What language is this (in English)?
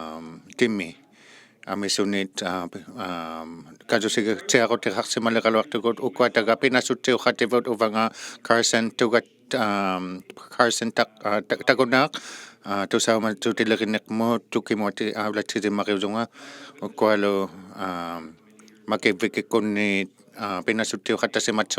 Inuktitut